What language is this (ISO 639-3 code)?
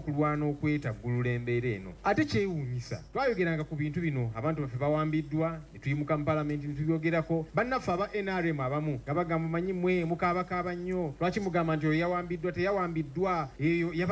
lug